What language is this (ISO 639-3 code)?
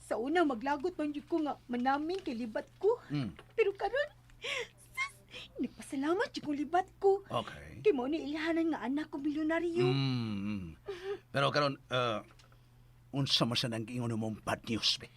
ceb